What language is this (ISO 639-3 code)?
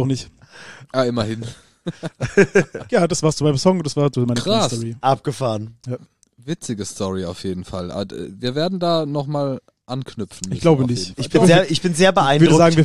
deu